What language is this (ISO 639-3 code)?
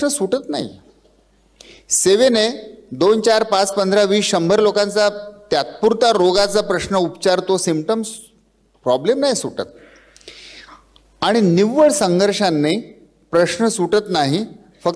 mar